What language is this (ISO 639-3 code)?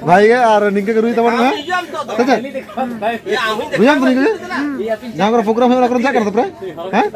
sat